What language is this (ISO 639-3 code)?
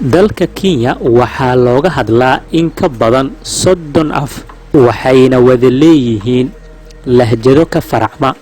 som